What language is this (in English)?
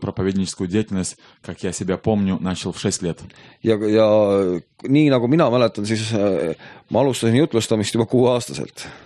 Estonian